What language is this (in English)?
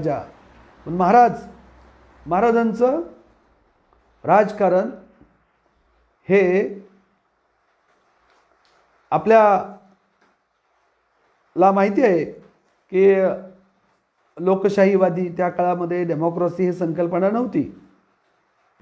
Marathi